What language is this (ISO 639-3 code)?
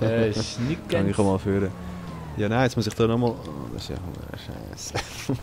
gsw